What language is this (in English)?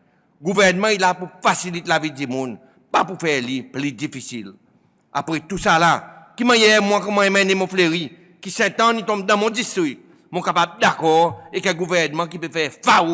Seselwa Creole French